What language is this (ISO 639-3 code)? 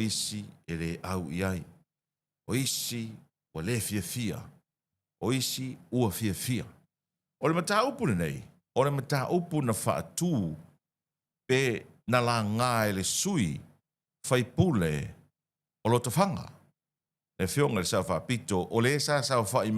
smo